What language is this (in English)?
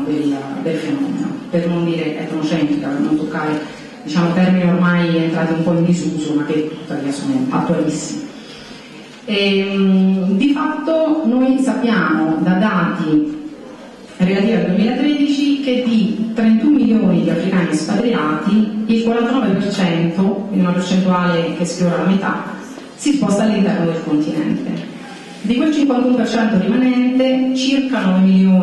Italian